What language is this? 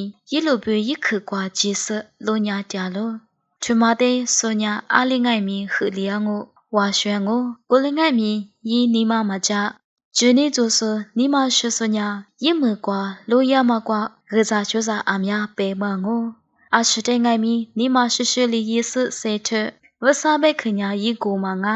Lisu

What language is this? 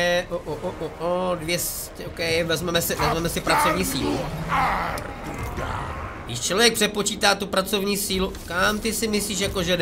Czech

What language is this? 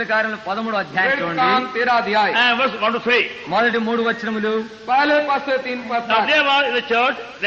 Telugu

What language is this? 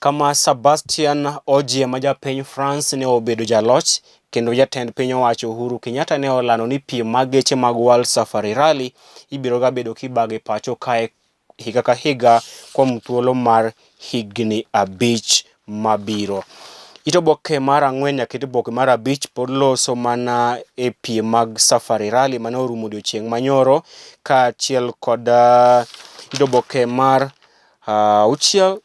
Luo (Kenya and Tanzania)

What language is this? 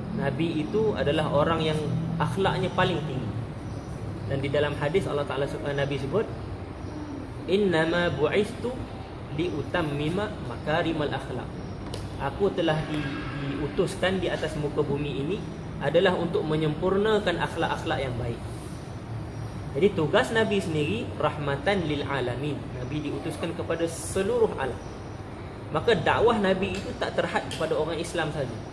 Malay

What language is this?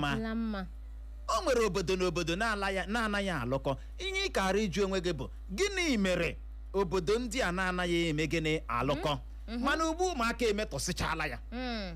Igbo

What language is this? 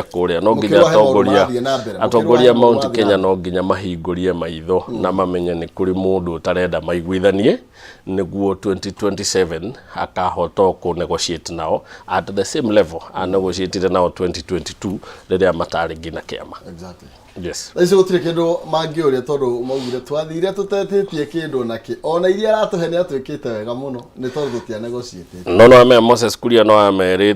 Kikuyu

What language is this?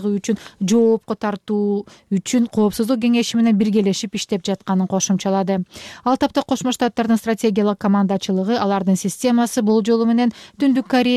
Kyrgyz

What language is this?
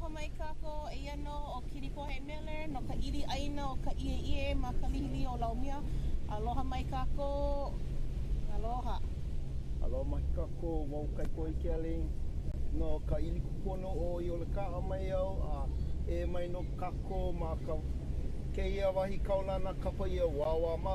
Hawaiian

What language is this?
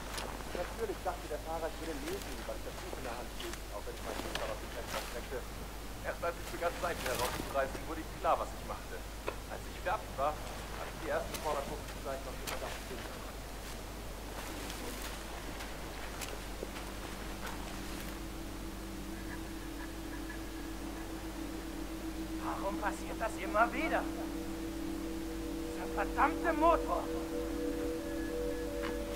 German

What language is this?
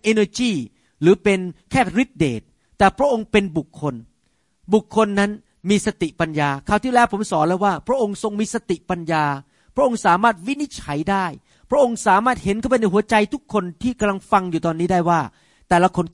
Thai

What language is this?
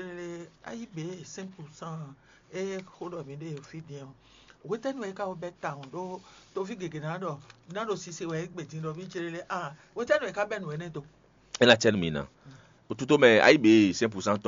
Fon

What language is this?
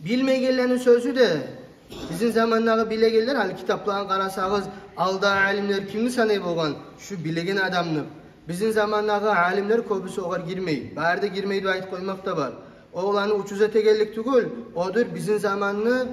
Kumyk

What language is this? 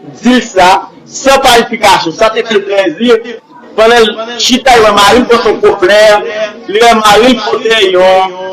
Haitian Creole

